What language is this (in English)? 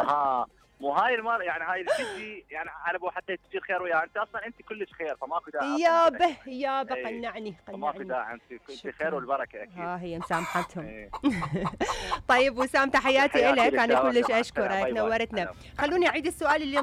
Mesopotamian Arabic